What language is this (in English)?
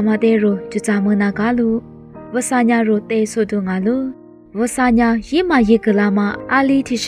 Lisu